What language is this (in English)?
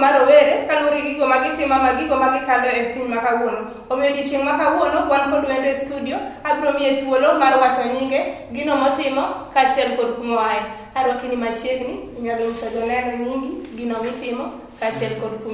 Luo (Kenya and Tanzania)